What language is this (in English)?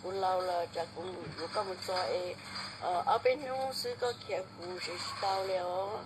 Hmong